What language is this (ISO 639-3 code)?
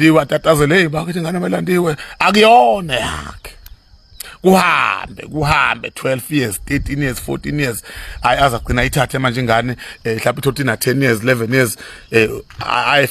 zul